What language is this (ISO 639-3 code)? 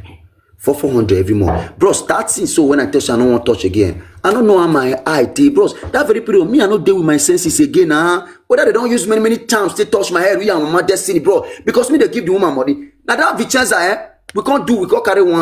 pcm